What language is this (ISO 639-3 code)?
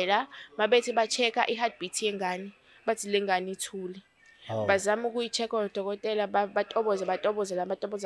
zul